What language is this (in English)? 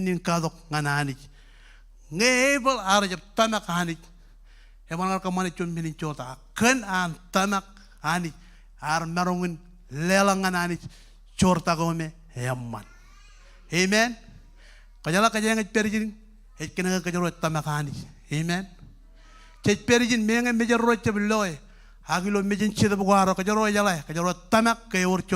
Marshallese